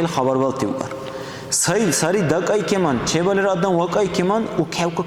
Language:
Dargwa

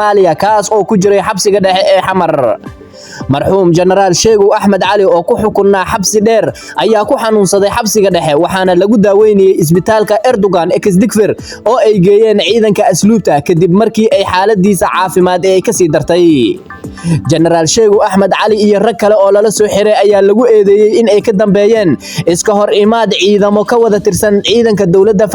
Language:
Somali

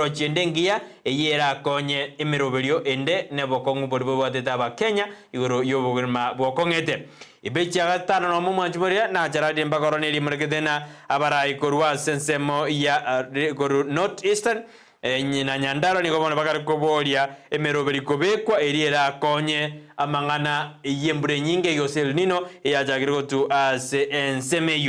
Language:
Gusii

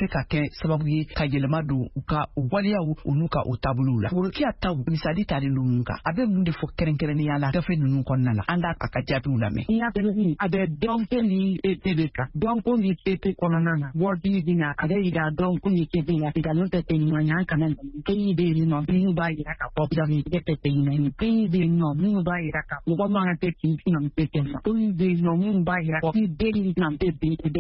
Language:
Bambara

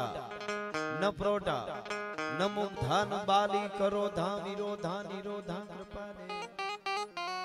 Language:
Gujarati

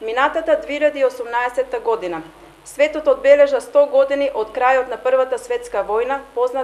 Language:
Macedonian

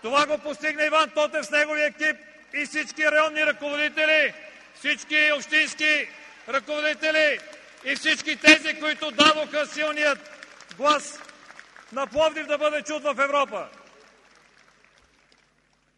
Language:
Bulgarian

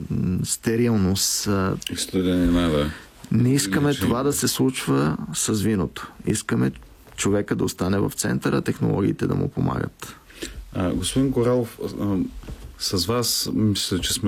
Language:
Bulgarian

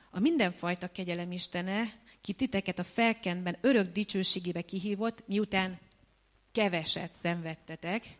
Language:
Hungarian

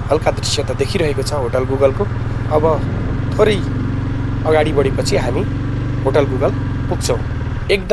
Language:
Nepali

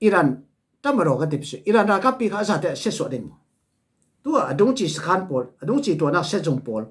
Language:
Falam Chin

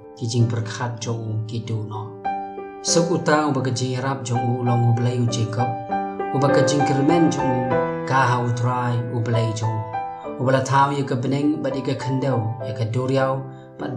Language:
Khasi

